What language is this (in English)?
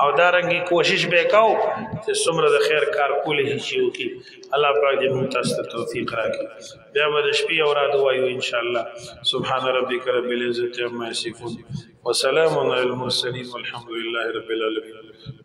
Pashto